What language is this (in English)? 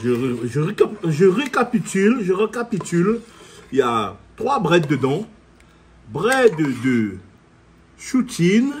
Réunion Creole French